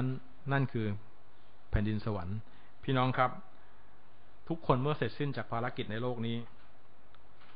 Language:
Thai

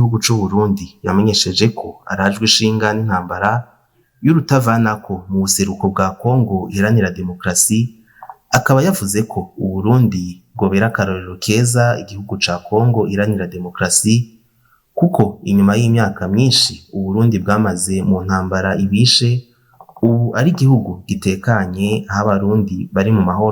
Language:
Rundi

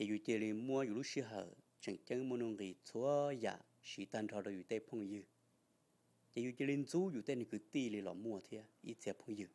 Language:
Hmong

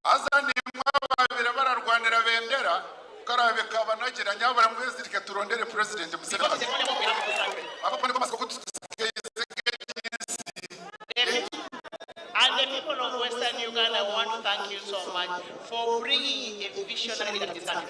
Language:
Nyankole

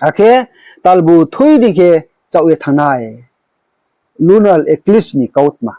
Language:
Riang (India)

